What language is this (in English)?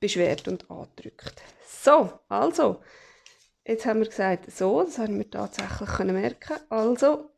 Swiss German